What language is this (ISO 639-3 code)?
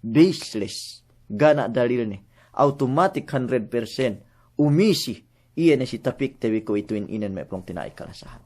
yka